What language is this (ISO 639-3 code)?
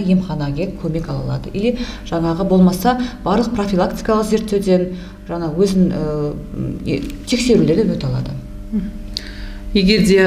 kaz